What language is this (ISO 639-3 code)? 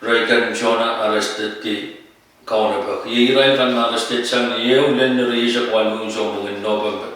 pon